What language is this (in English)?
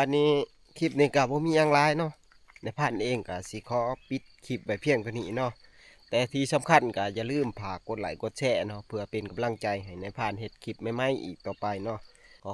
Northeastern Thai